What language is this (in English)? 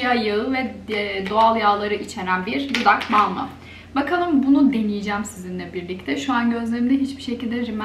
Turkish